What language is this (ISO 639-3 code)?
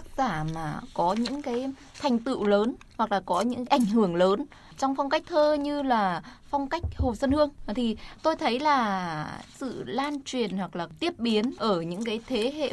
vie